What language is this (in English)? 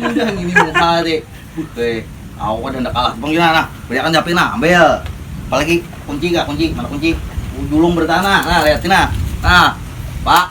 Banjar